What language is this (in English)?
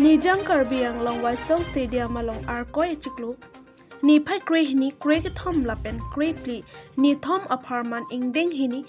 Karbi